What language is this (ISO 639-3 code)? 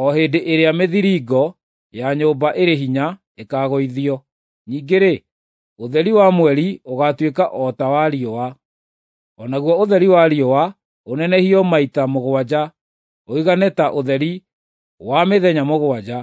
kik